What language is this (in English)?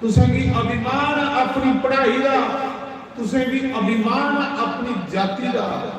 Dogri